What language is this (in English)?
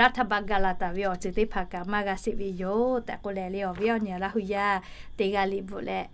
Lahu